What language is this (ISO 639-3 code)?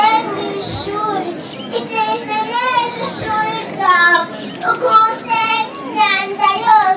kin